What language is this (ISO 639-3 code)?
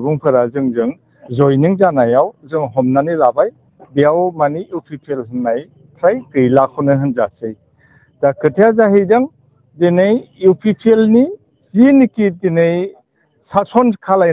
brx